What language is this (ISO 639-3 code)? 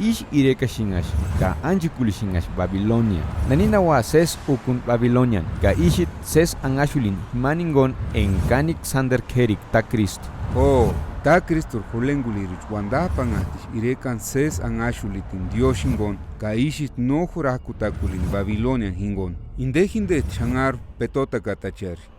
tsz